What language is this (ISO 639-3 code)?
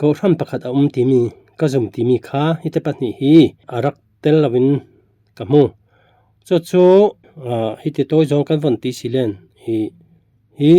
cfm